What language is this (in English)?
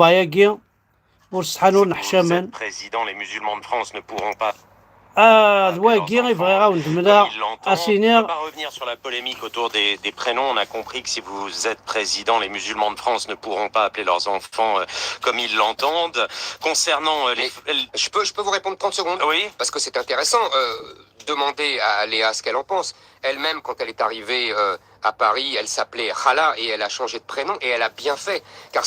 Kabyle